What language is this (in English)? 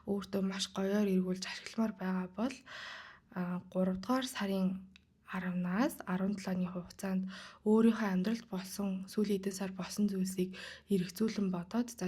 Mongolian